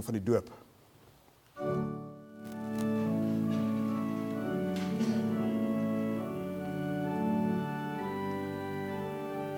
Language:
Afrikaans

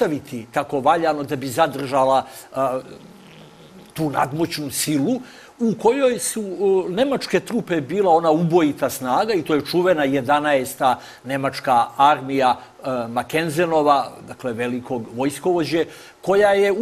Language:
Serbian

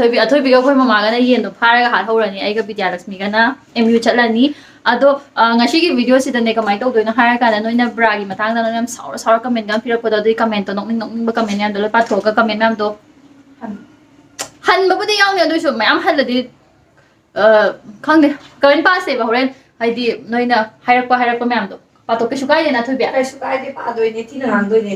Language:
Manipuri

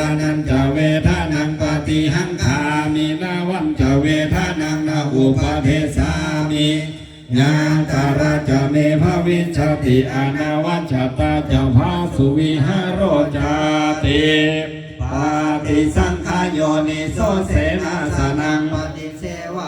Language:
Pali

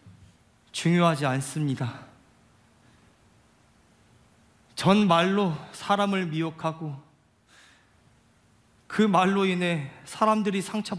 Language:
Korean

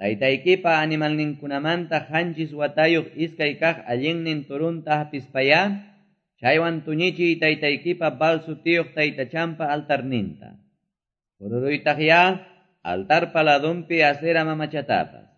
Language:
Quechua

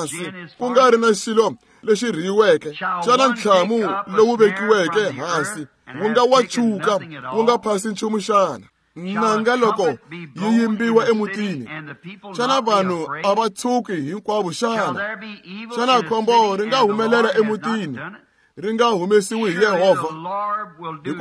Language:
Tsonga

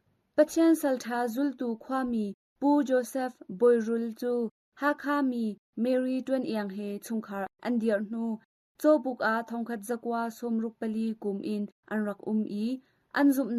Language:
Hakha Chin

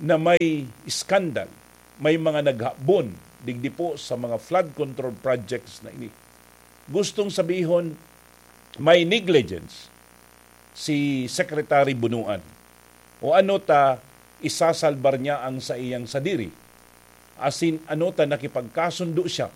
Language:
Bikol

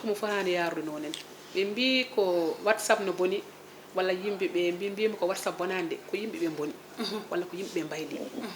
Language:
Fula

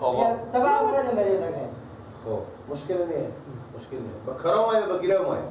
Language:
Persian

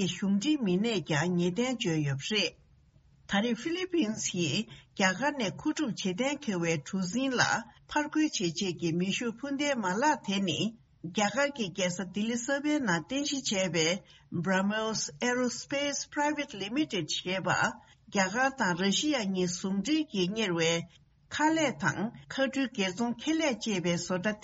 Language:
Tibetan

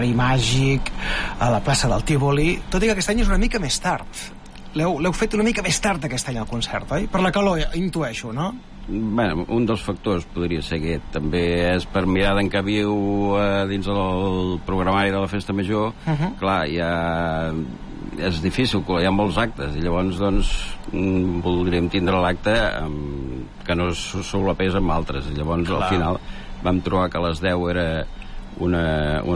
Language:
Catalan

